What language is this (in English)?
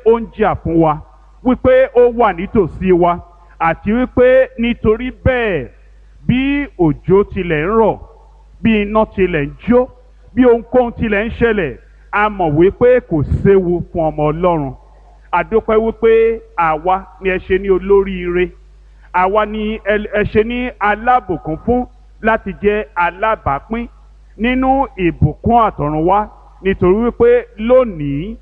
Yoruba